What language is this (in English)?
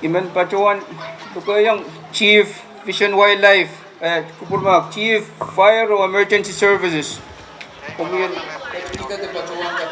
Pohnpeian